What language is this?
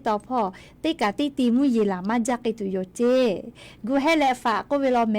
Lahu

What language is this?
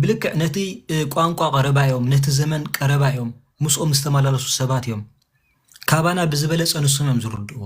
Tigrinya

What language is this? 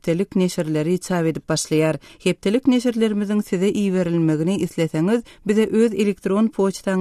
Turkmen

